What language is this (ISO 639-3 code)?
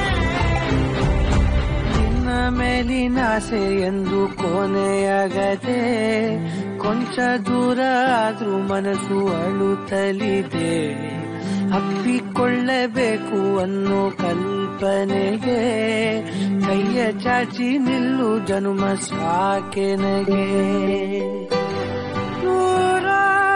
kan